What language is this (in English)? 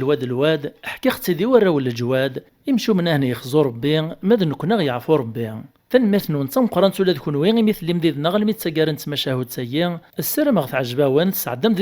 Kabyle